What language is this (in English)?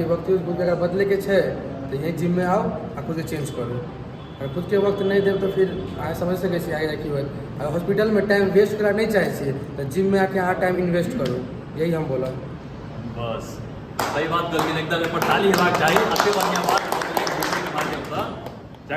Maithili